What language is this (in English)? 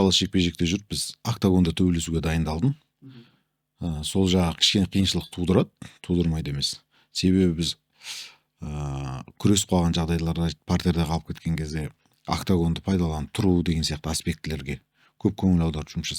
Kazakh